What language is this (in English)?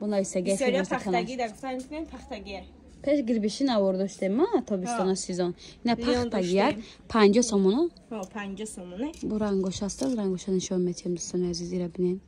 Tajik